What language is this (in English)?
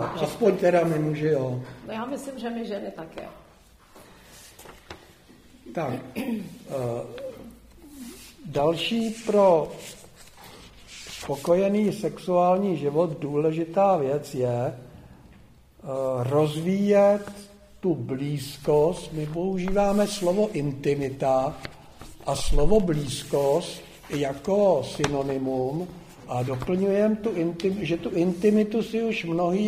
Czech